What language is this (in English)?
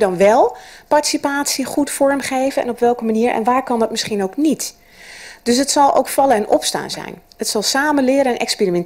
Dutch